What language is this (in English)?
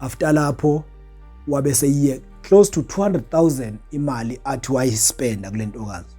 Zulu